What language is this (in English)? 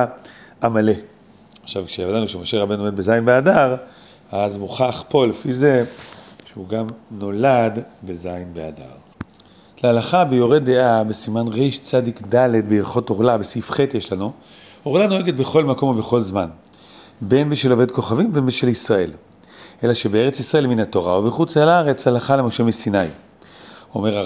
Hebrew